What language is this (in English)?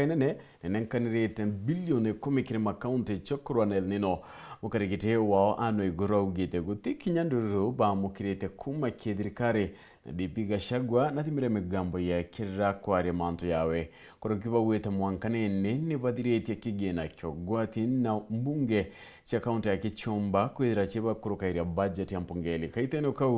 Meru